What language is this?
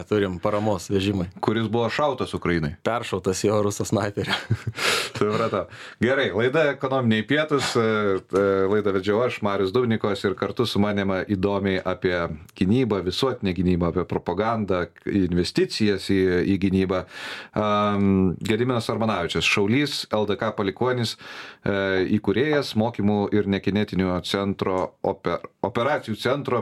Lithuanian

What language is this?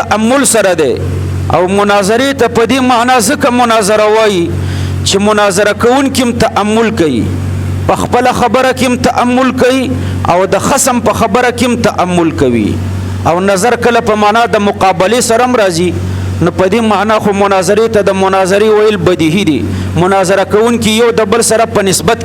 Pashto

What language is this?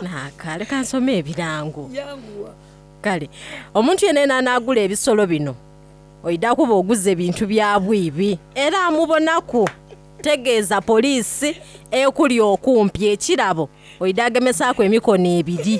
Soga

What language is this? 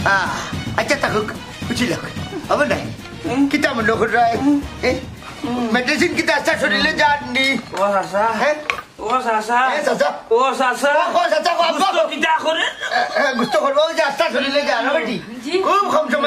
Sylheti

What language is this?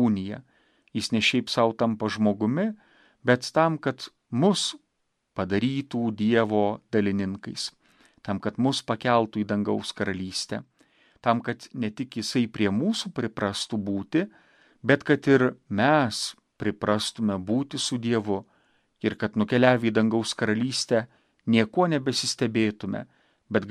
Lithuanian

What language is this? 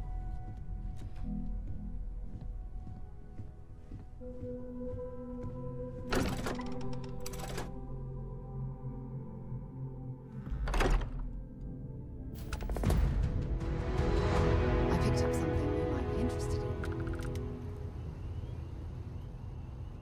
English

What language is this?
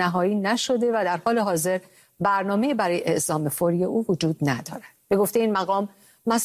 Persian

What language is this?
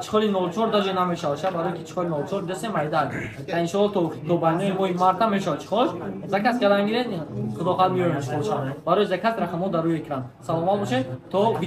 Tajik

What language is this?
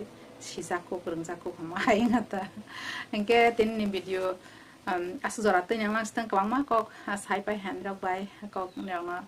Kok Borok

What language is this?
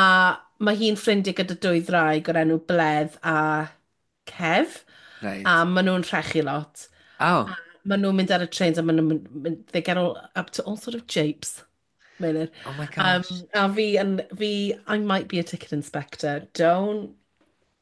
Welsh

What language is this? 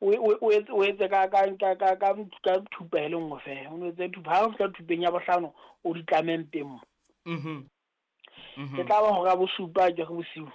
Southern Sotho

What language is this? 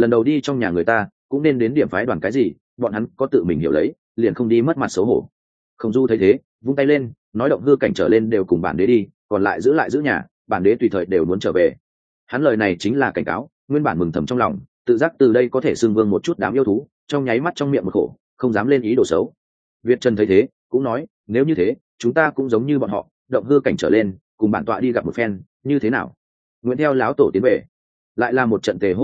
Vietnamese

